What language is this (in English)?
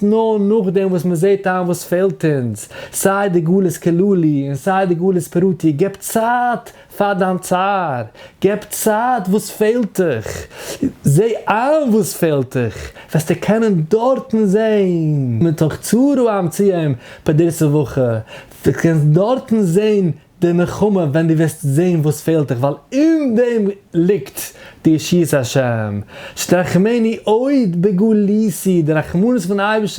Yiddish